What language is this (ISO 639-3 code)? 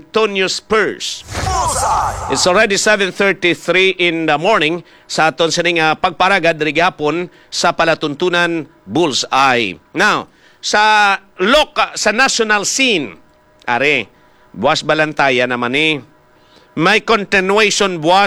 hil